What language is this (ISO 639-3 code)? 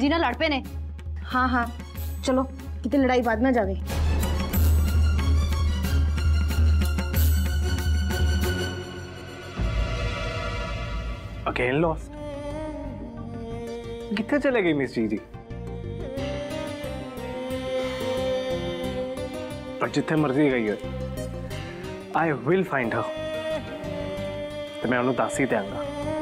pan